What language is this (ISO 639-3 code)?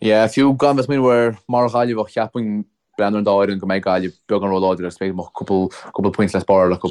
gle